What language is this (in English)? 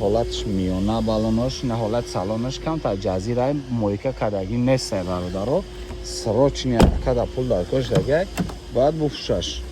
Tajik